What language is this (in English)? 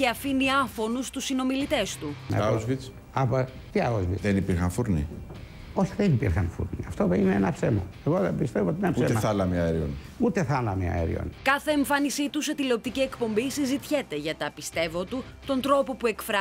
Greek